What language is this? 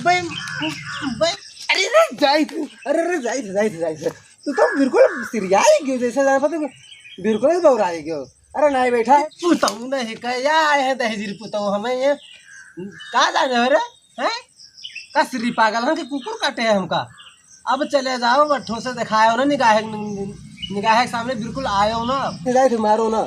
Awadhi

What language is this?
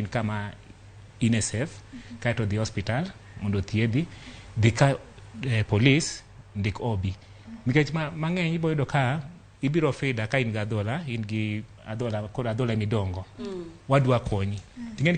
Luo (Kenya and Tanzania)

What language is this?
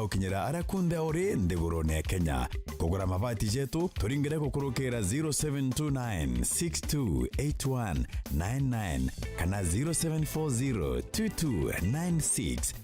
Meru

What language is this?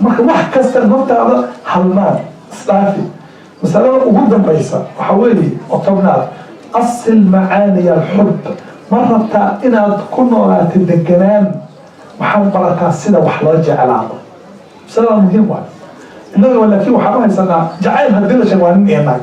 Somali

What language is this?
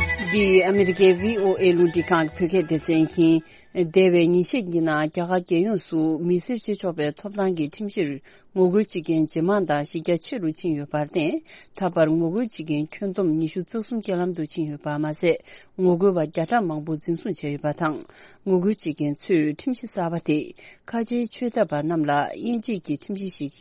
Tibetan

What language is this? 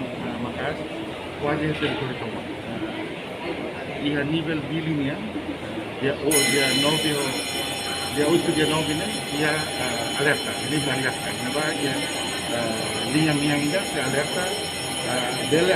Tetum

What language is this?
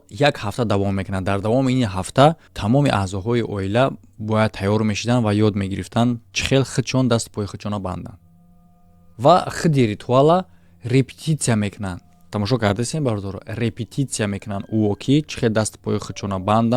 Tajik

